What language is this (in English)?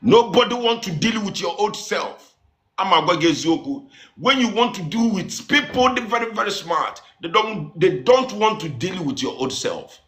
Igbo